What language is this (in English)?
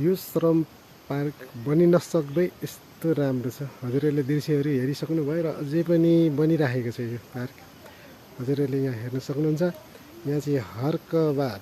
Nepali